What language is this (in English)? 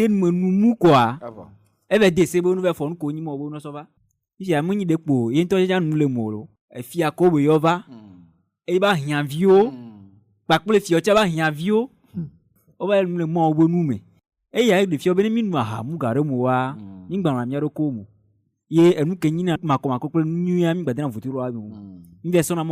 Ewe